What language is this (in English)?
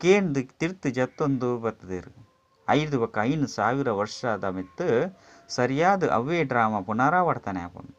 Tulu